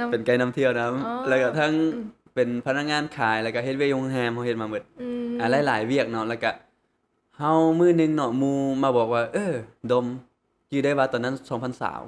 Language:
Lao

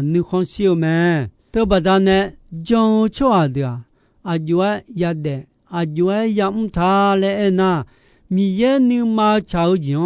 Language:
Akha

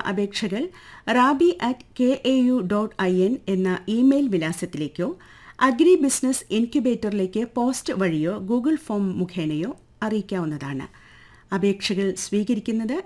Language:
Malayalam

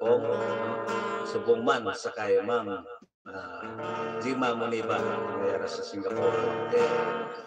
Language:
Hiligaynon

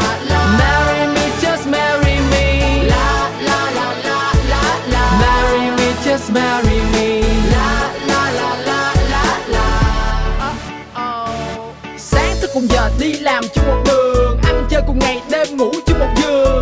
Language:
Vietnamese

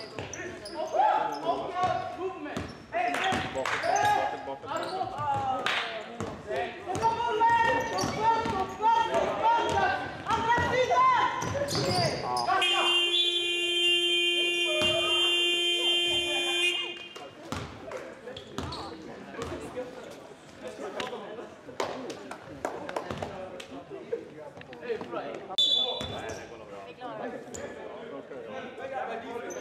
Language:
Swedish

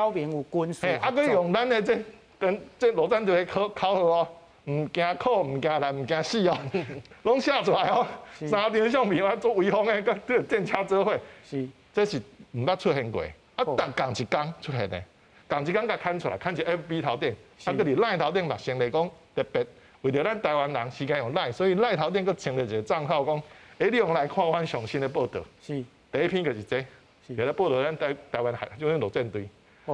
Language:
Min Nan Chinese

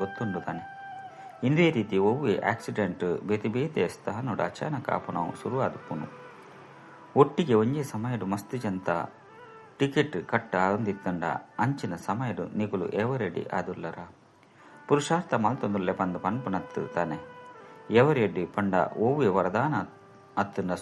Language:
Tulu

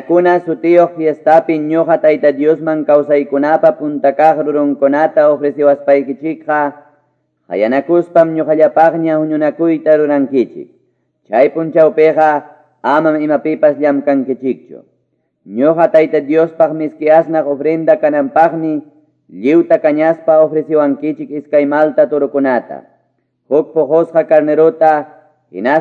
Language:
Ayacucho Quechua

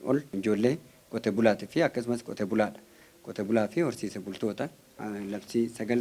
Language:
Oromo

